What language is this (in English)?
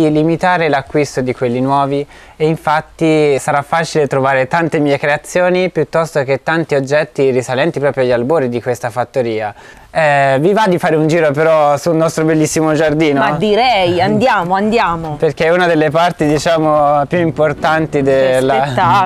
Italian